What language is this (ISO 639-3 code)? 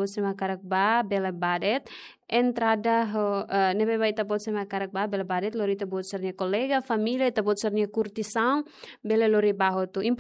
tet